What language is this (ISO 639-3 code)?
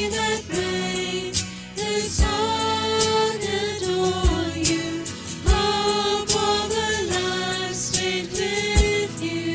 afr